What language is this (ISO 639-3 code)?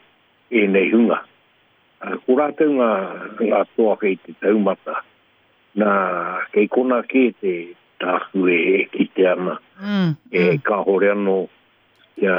mri